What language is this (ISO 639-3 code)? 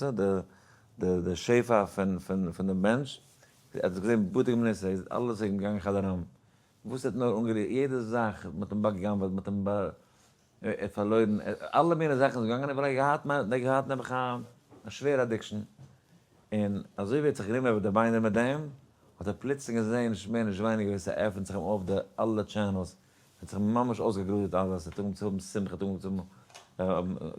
yid